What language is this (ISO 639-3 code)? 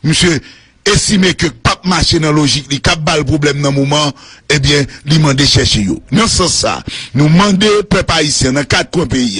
hat